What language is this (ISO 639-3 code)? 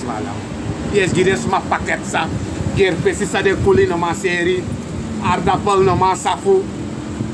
srn